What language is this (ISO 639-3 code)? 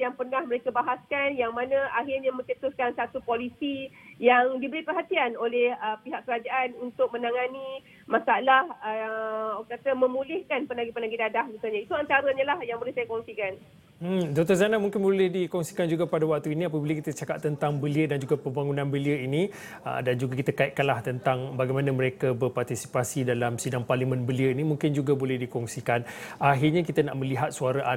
msa